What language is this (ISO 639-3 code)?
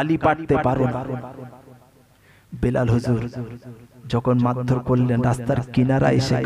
ben